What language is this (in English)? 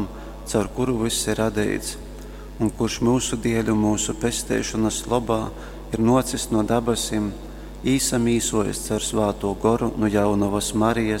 Latgalian